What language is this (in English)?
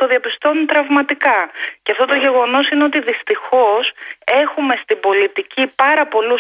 Greek